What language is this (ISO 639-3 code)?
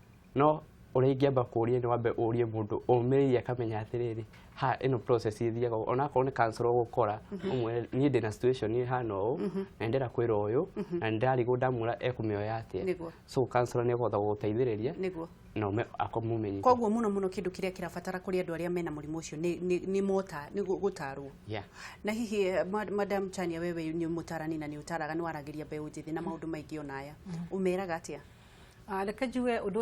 kik